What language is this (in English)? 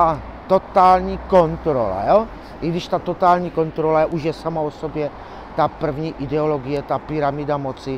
Czech